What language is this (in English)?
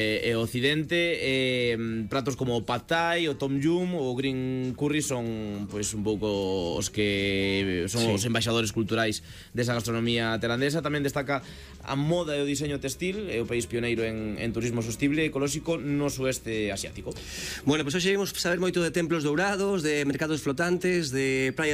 Galician